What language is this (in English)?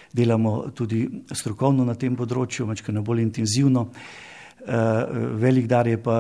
Slovenian